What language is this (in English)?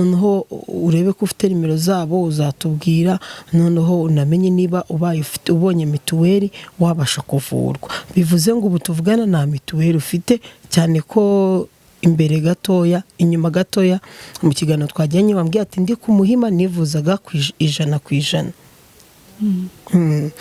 Kinyarwanda